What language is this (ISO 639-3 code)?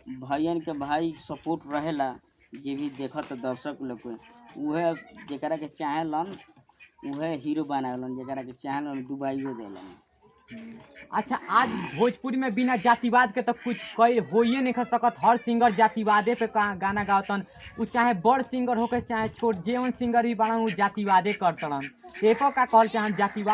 bho